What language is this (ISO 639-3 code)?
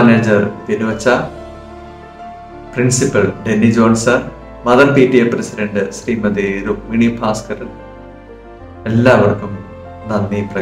mal